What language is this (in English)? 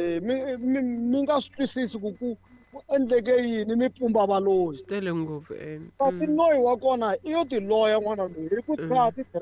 Tsonga